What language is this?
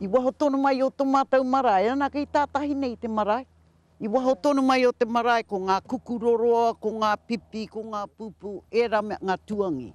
Māori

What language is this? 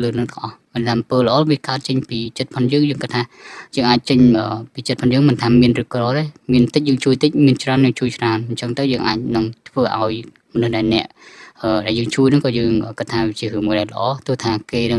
Khmer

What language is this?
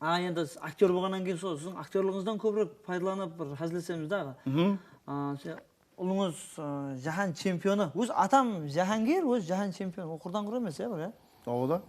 Kara-Kalpak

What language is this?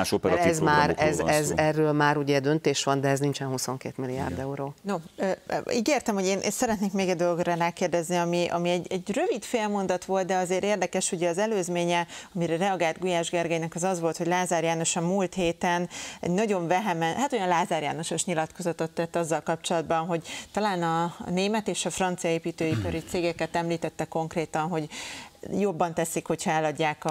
Hungarian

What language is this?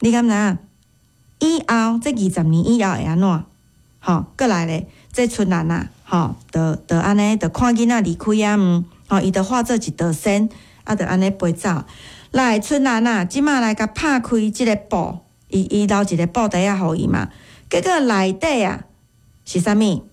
Min Nan Chinese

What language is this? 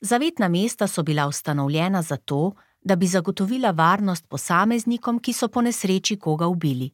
Slovenian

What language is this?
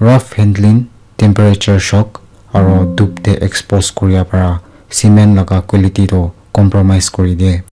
Naga Pidgin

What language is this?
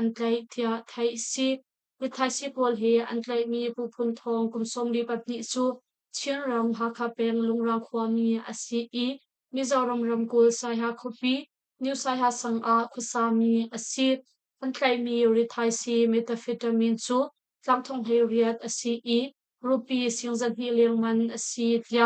Hakha Chin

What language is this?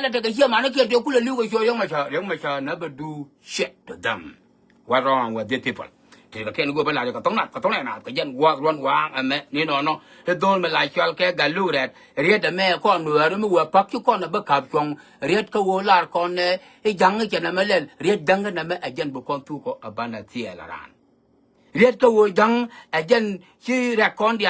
Nuer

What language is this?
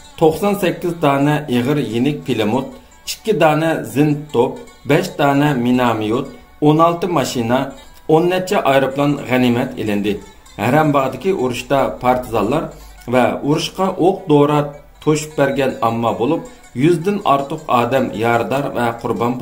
Uyghur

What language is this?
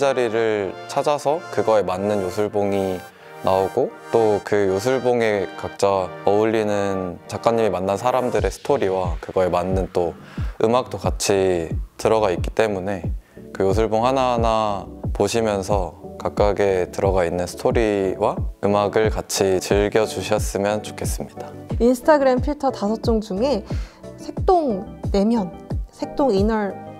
Korean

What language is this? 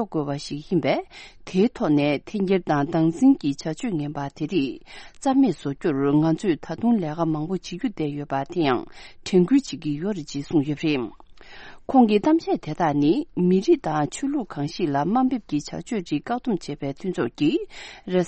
Tibetan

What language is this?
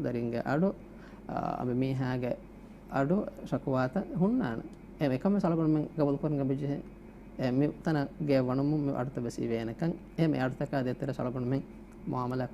Divehi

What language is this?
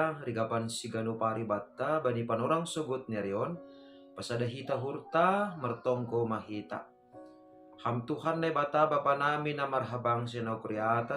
Batak Simalungun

